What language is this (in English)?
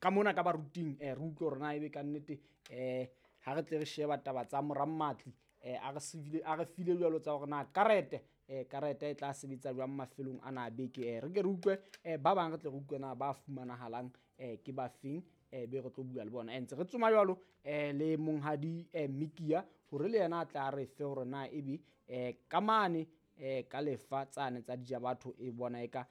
Southern Sotho